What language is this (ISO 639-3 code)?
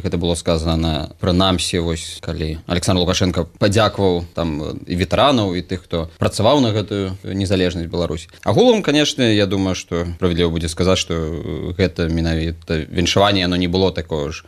bel